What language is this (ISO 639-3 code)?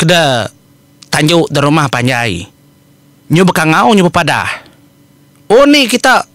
iba